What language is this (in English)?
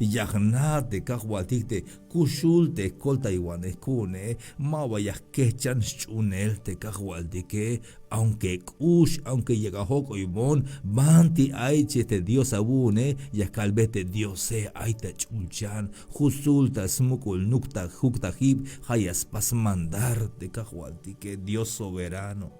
Tzeltal